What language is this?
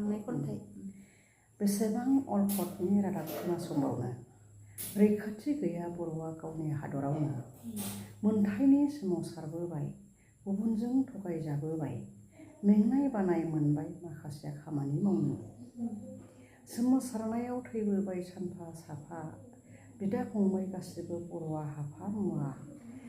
Bodo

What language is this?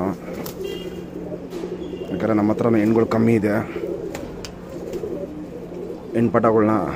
Kannada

